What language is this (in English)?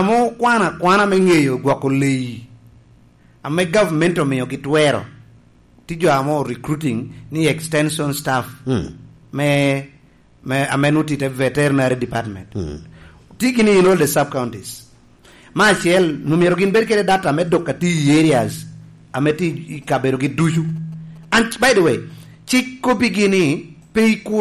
Lango (Uganda)